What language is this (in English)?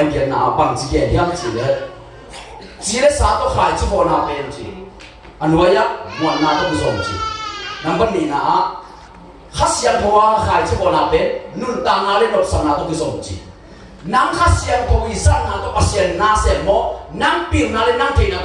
Tedim Chin